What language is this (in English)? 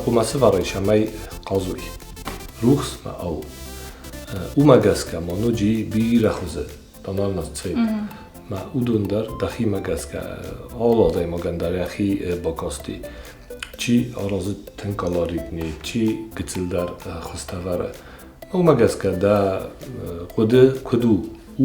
Ossetic